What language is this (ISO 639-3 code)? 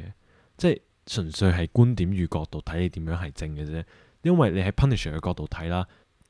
yue